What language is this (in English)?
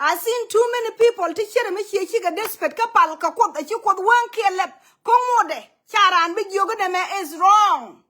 Nuer